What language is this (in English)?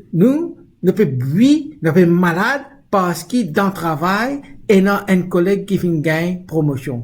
Morisyen